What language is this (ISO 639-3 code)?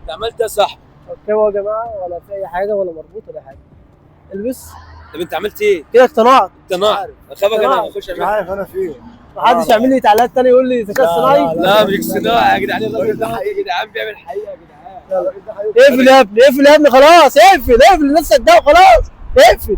arz